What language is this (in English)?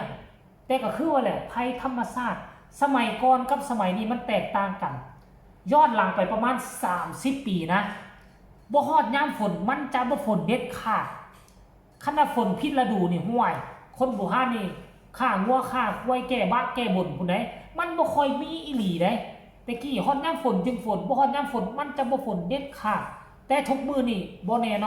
Northeastern Thai